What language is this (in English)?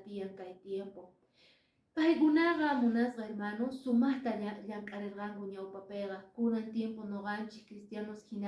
Quechua